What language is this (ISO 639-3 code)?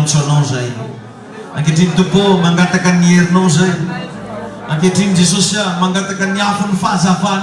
mlg